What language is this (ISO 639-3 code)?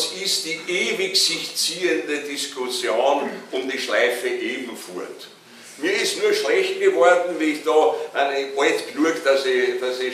deu